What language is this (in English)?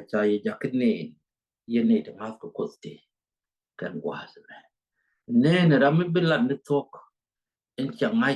Nuer